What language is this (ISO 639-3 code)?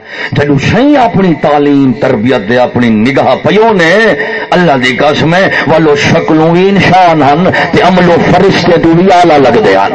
skr